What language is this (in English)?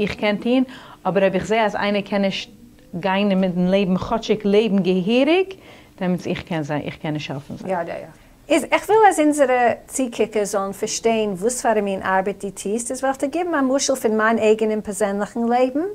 Yiddish